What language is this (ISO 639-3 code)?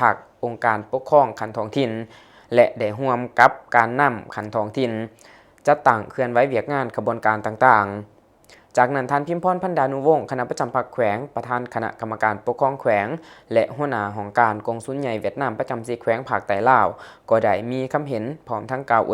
lao